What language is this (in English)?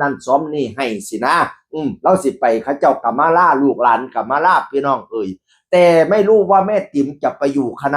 Northeastern Thai